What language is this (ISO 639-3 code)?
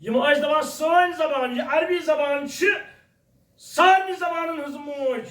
kas